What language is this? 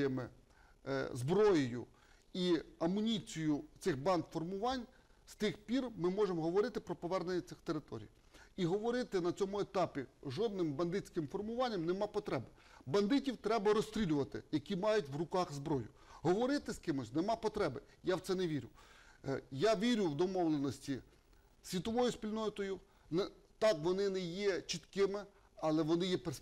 Ukrainian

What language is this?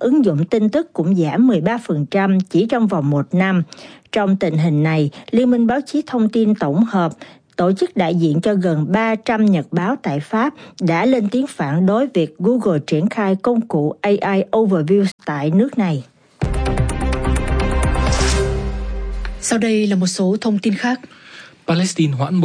Vietnamese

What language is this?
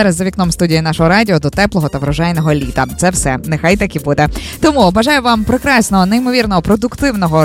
Ukrainian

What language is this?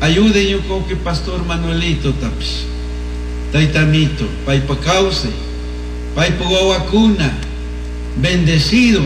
Chimborazo Highland Quichua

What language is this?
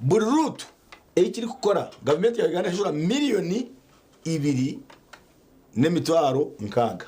Nyankole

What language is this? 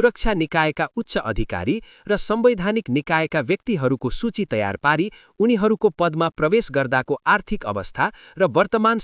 Nepali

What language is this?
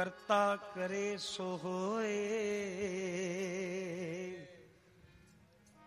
Punjabi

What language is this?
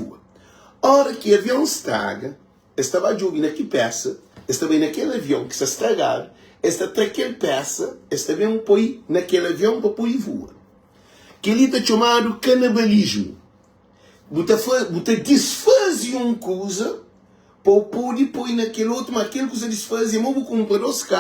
Kabuverdianu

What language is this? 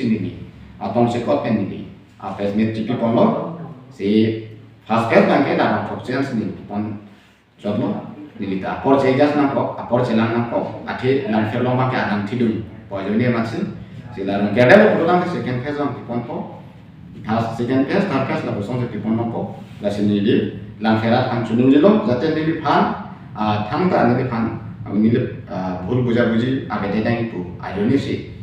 Karbi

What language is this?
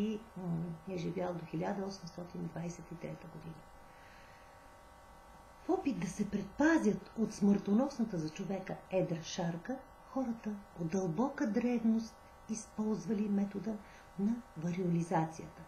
Bulgarian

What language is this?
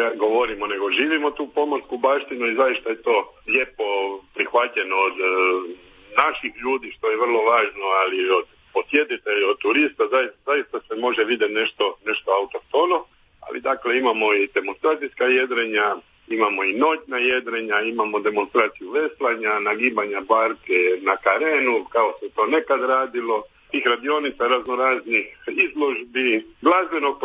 Croatian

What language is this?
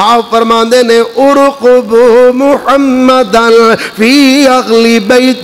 Urdu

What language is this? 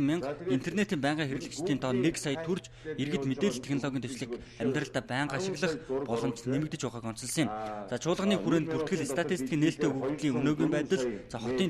Mongolian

